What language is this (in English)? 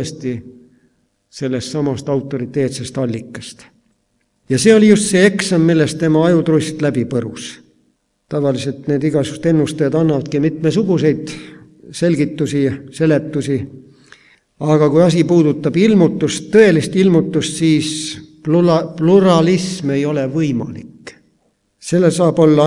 Estonian